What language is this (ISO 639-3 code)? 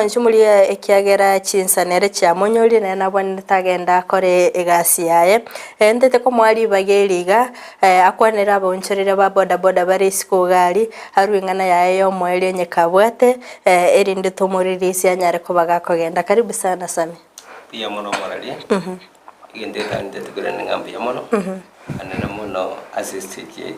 guz